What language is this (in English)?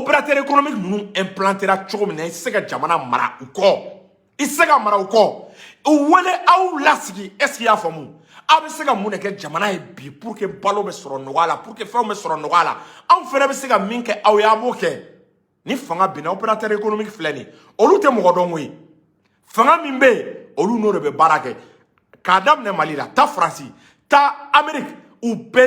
Bambara